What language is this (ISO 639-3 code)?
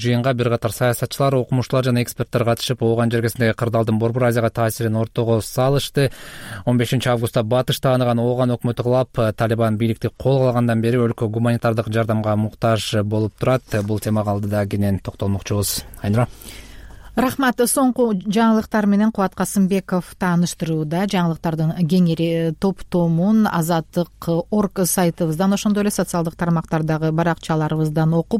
kir